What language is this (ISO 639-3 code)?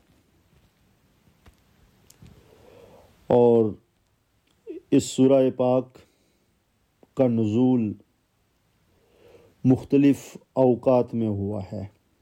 urd